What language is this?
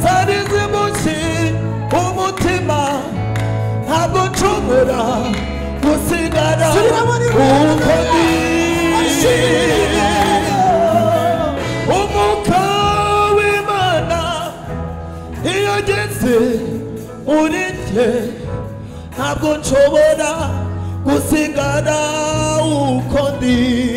Kinyarwanda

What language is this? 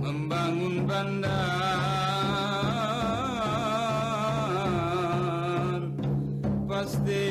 Banjar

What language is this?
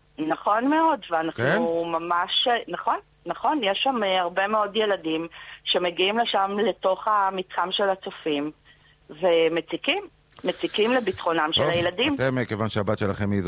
Hebrew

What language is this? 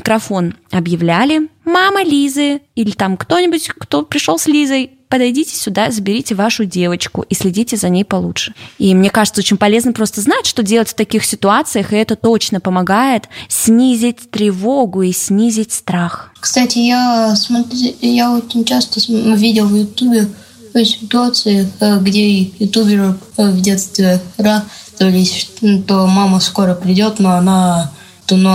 Russian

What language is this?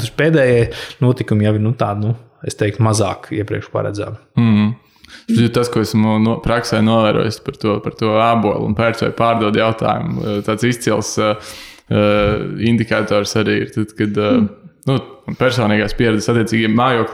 Latvian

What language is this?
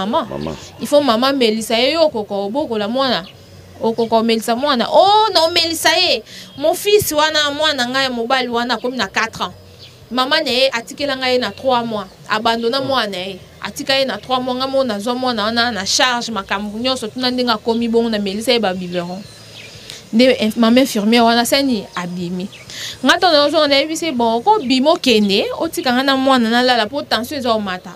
Lingala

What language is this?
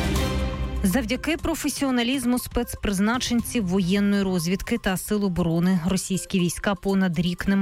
Ukrainian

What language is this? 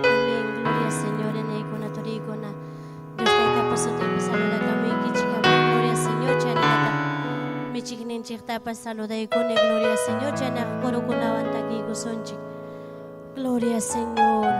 Ayacucho Quechua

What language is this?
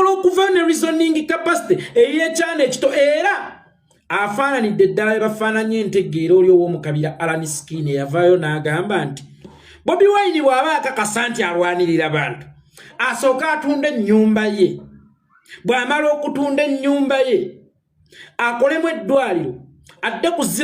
Ganda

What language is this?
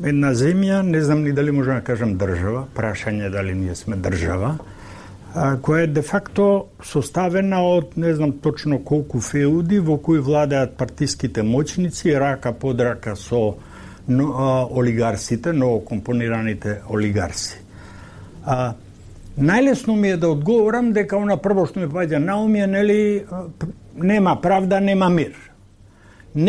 Macedonian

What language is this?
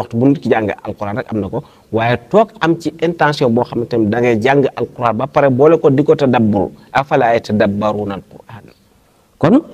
Wolof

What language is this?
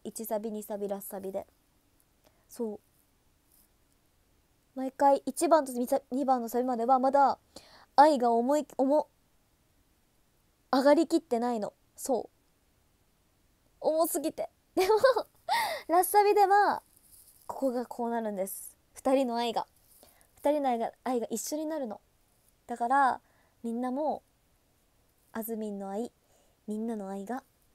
Japanese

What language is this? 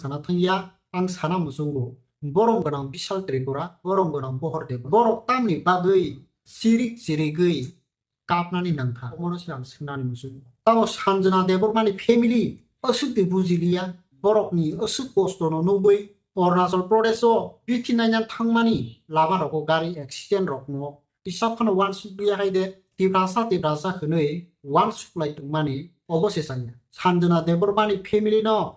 Kok Borok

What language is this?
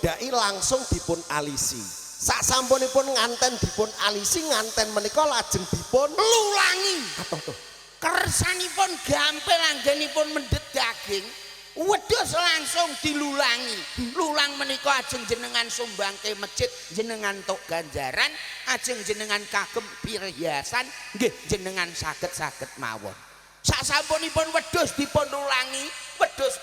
Javanese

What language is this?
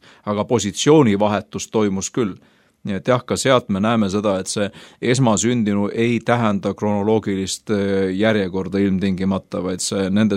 Estonian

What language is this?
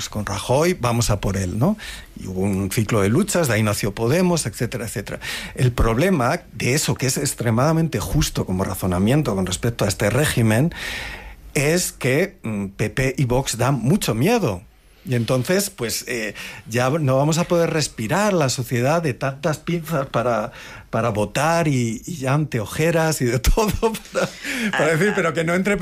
Spanish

